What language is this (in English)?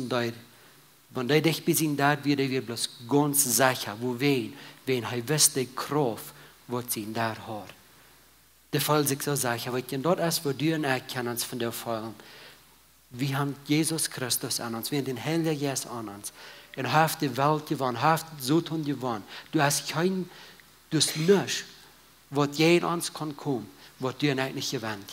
Plautdietsch